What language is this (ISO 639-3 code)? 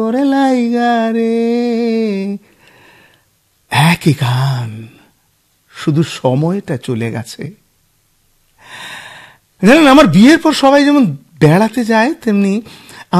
ben